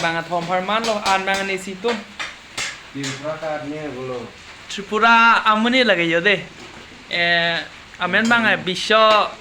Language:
Karbi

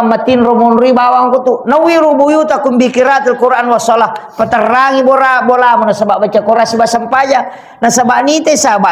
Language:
Buginese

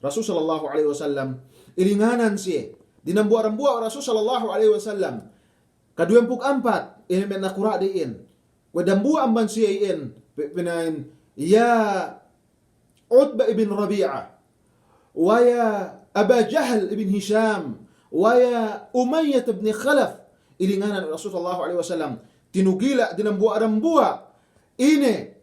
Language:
Yakan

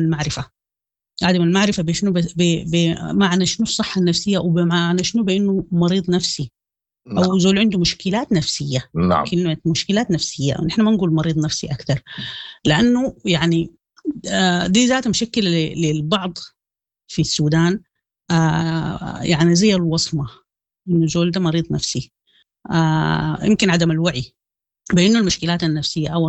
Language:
Sudanese Arabic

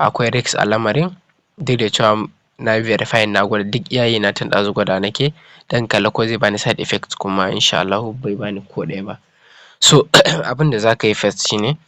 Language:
Hausa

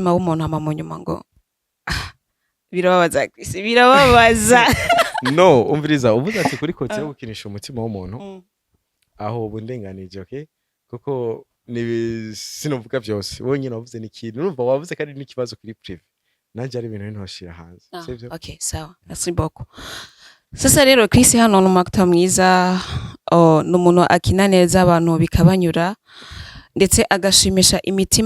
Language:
Rundi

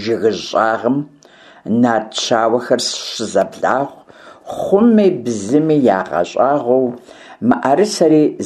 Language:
Kabardian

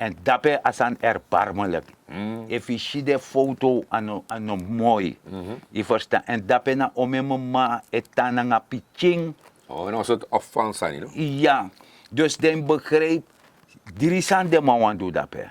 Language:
Sranan Tongo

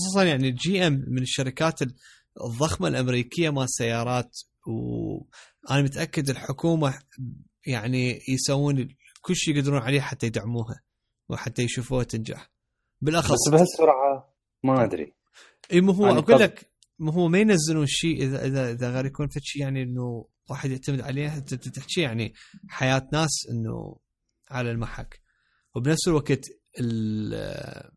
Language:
Mesopotamian Arabic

